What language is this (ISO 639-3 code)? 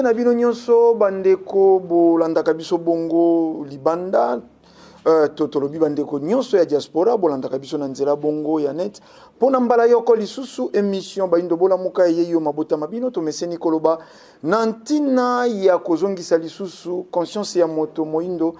lin